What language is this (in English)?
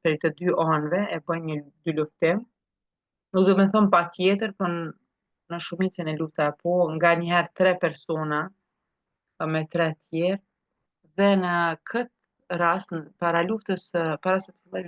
Albanian